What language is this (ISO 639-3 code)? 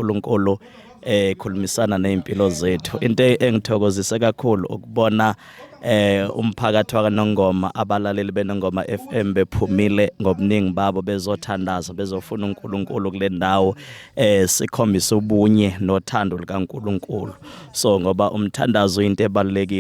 zul